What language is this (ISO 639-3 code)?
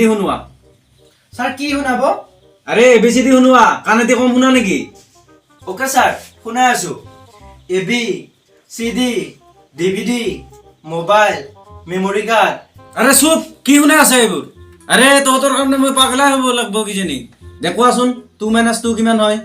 asm